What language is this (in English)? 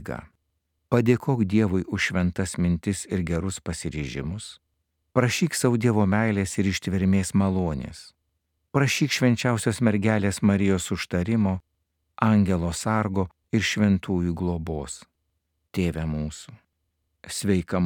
Lithuanian